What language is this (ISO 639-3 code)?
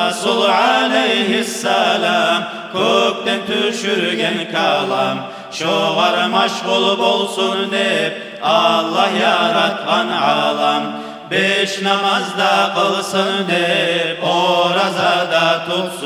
kum